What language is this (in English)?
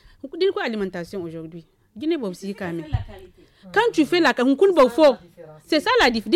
Zarma